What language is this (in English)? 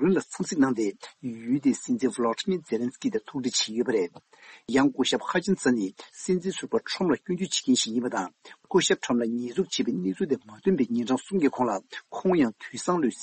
Tibetan